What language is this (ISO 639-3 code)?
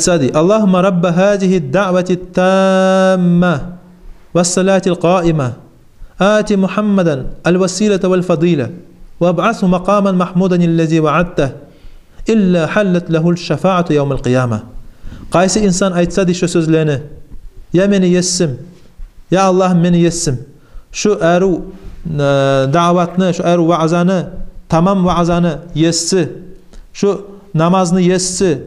kum